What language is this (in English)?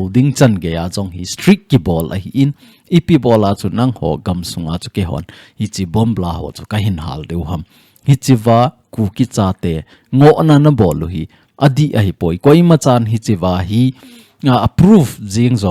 Thado Chin